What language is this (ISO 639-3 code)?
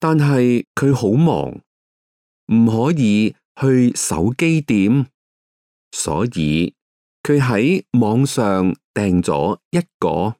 yue